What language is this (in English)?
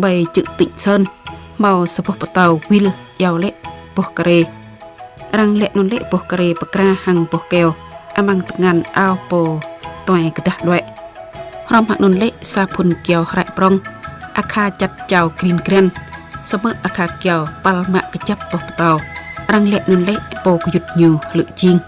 Jarai